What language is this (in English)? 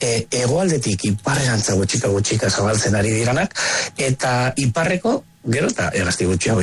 Basque